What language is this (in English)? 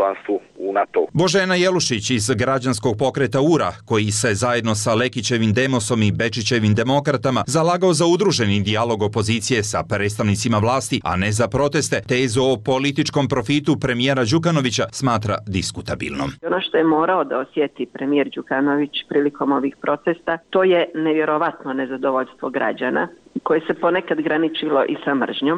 Serbian